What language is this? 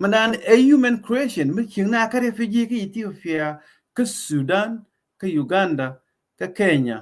Nuer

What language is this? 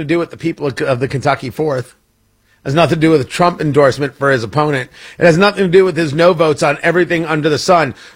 English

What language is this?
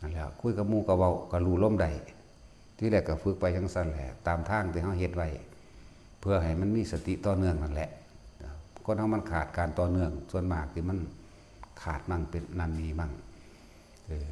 Northeastern Thai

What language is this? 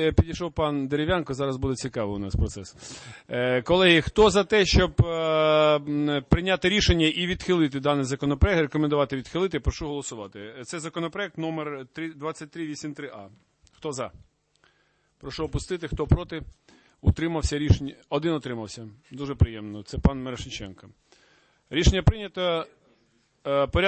Ukrainian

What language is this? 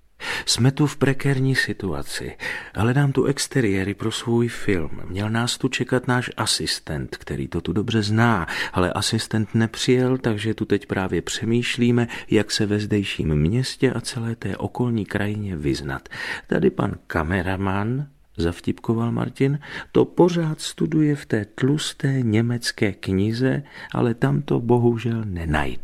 Czech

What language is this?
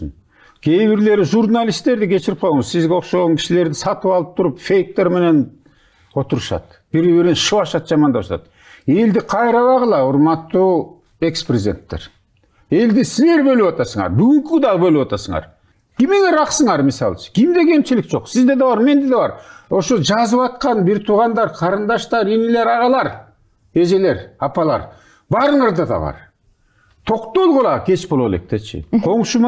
Kyrgyz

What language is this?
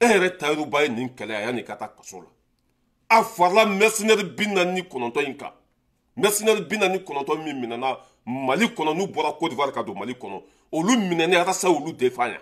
Bambara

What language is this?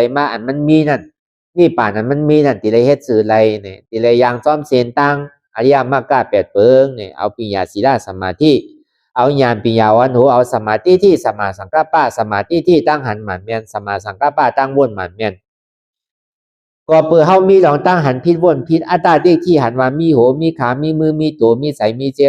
Shan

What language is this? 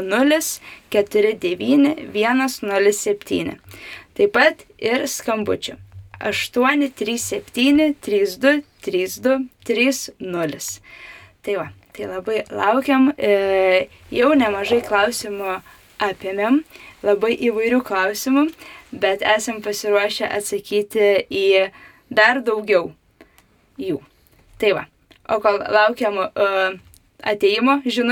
Lithuanian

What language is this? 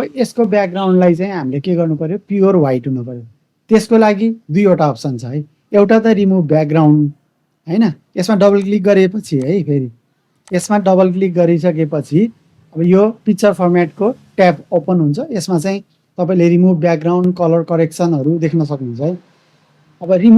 Nepali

